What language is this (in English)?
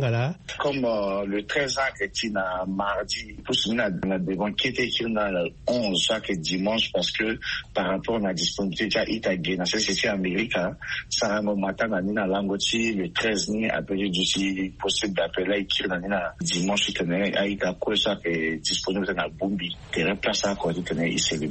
Sango